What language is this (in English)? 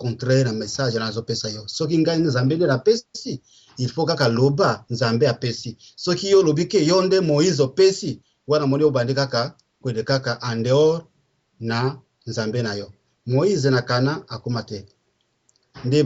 Lingala